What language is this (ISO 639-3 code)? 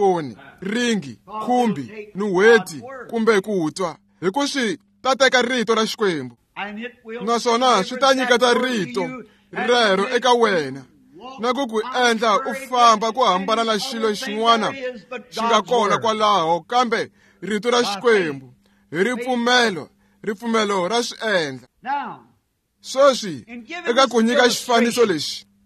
tso